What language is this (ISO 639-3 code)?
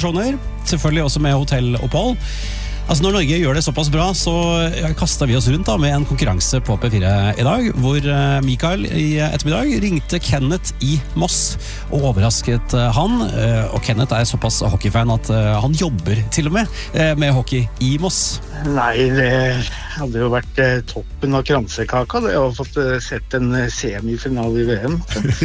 nor